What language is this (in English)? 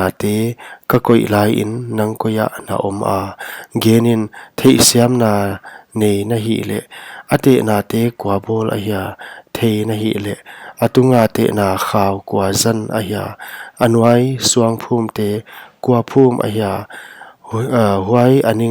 Paite Chin